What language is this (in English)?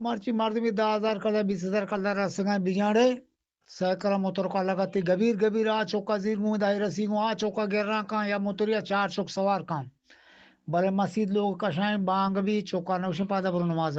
Eastern Balochi